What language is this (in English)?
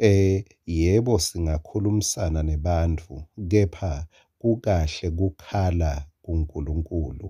Swati